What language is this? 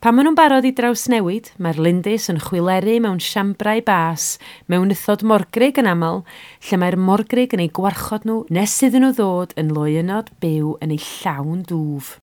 Welsh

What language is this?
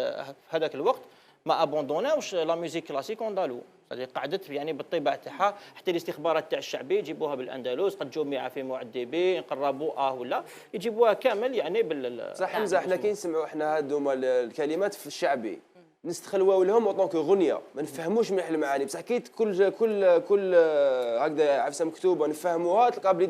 Algerian Arabic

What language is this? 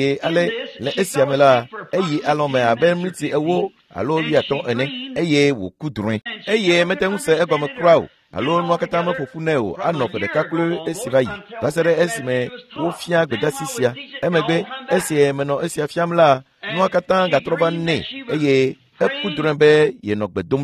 Ewe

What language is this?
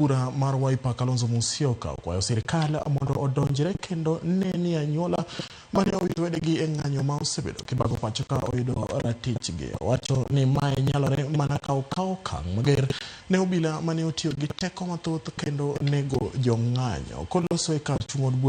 Luo (Kenya and Tanzania)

